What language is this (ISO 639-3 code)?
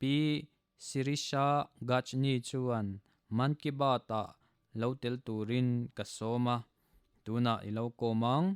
lus